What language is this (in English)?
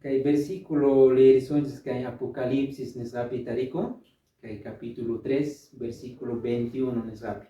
Quechua